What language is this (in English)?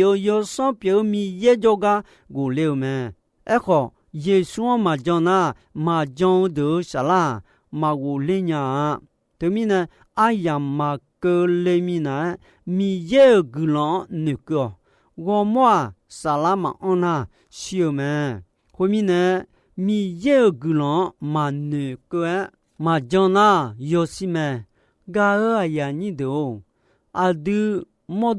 Akha